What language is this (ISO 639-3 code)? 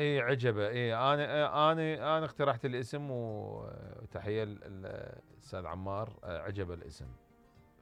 acm